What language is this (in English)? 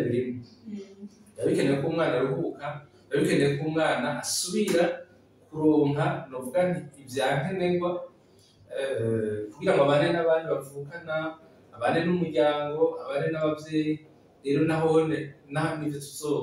Rundi